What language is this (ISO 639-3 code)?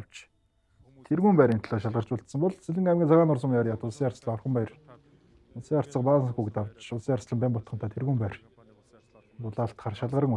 mon